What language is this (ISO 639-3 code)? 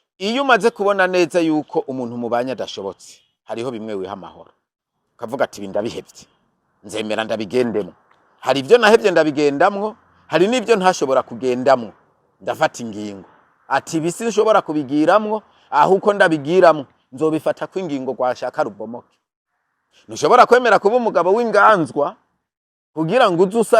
run